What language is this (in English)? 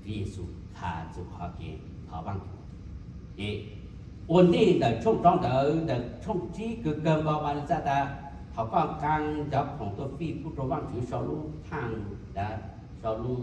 Hmong